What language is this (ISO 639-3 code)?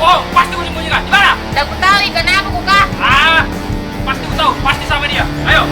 mfp